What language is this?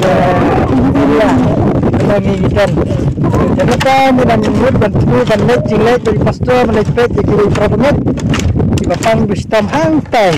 Khasi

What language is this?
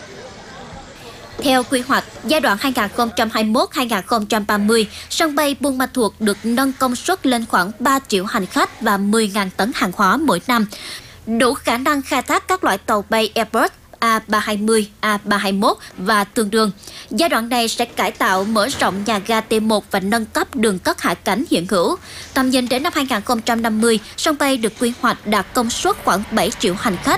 Vietnamese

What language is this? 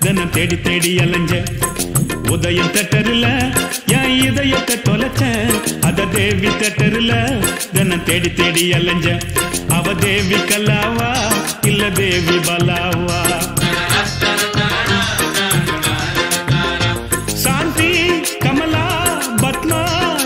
Tamil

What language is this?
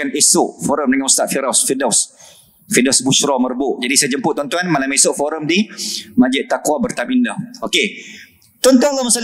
Malay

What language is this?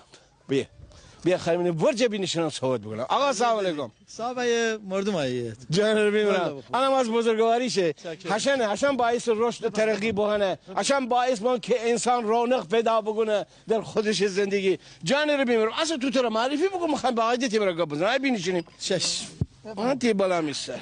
Gilaki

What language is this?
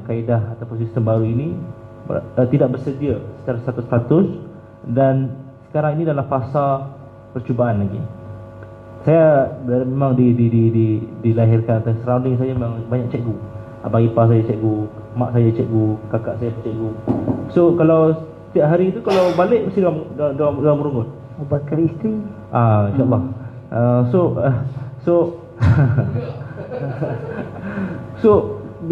Malay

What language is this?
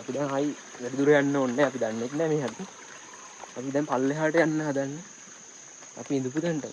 Sinhala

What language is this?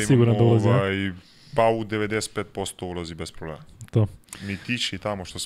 Serbian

